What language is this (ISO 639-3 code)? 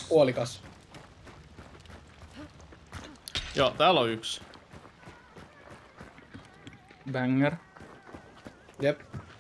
fin